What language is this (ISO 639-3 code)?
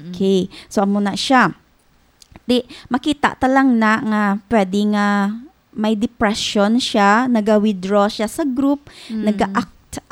hil